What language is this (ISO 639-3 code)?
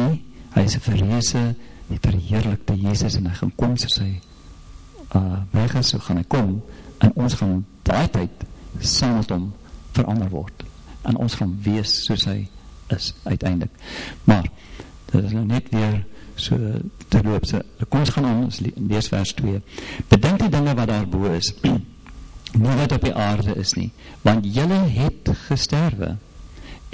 afr